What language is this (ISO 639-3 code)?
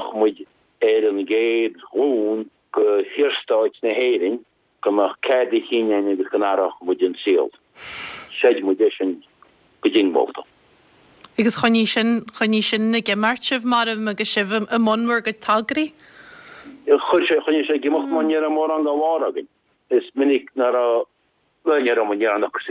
gle